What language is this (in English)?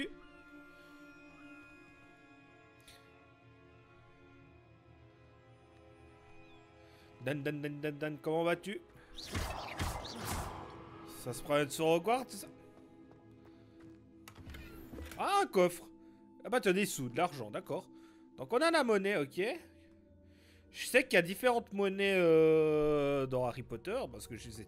French